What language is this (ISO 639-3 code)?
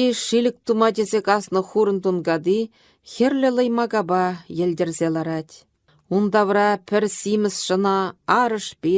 chv